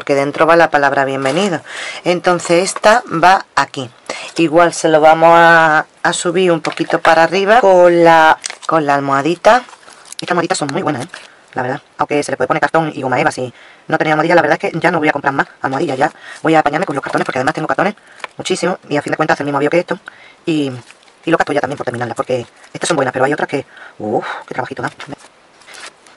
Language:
Spanish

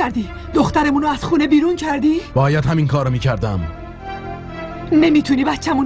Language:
Persian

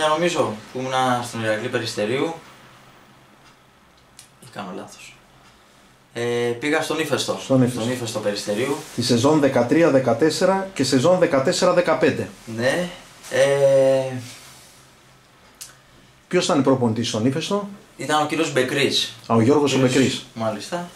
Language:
Greek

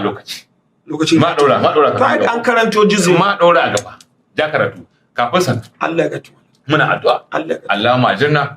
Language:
Hausa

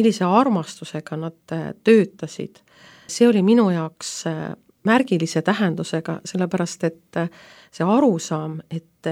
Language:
Estonian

